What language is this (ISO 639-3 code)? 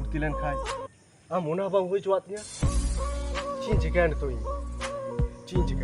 sat